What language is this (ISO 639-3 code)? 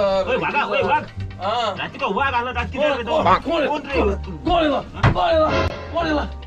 kok